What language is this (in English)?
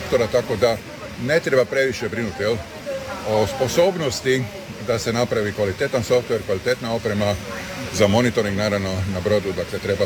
Croatian